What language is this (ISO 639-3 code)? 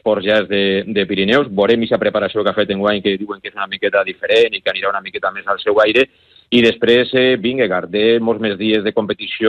cat